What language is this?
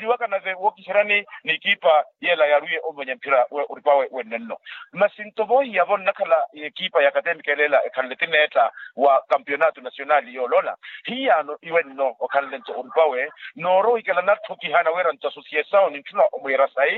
Makhuwa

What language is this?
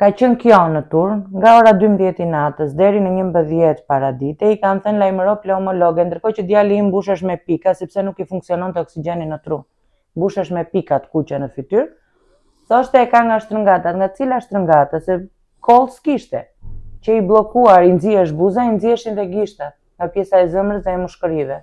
Albanian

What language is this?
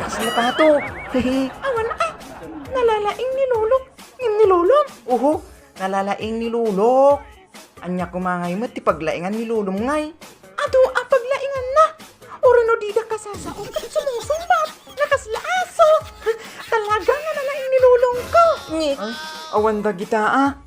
Iloko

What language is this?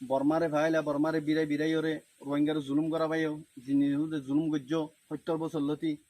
Rohingya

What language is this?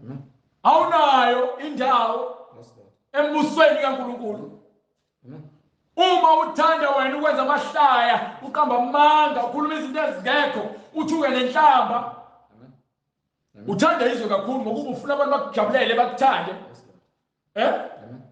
Zulu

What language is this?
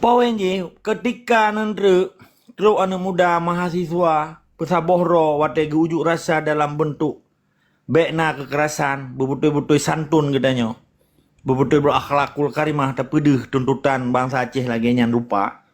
Achinese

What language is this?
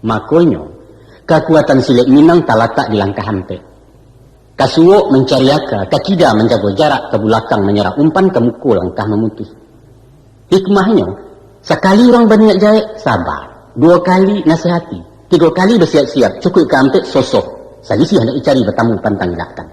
Minangkabau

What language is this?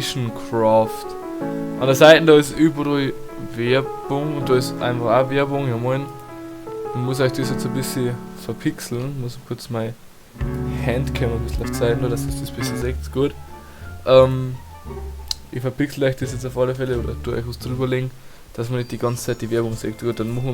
Bavarian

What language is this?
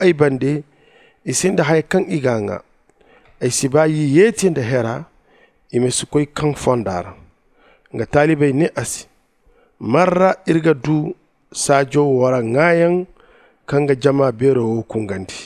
Zarma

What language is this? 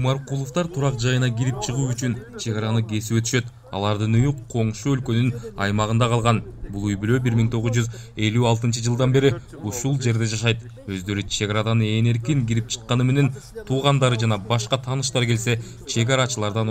Kyrgyz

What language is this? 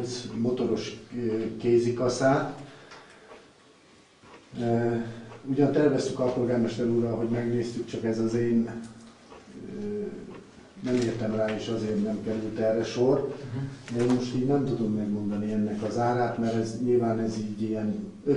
Hungarian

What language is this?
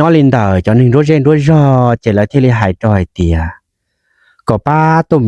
Hmong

